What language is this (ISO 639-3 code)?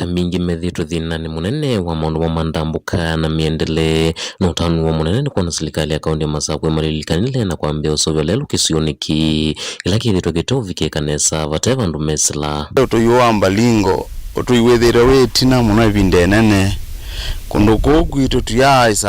kam